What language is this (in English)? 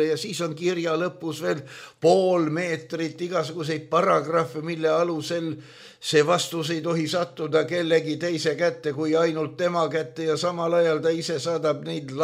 Estonian